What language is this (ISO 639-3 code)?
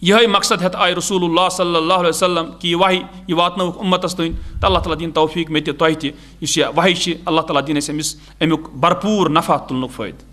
kas